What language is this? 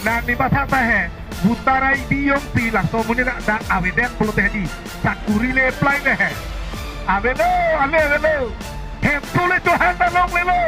Karbi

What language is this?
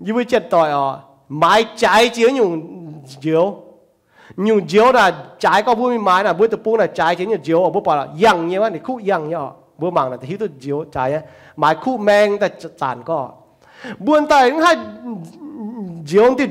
Iu Mien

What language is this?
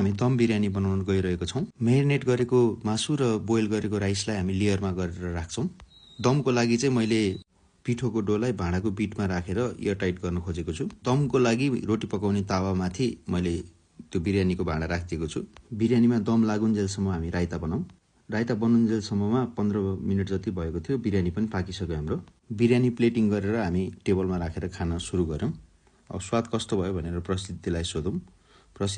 Nepali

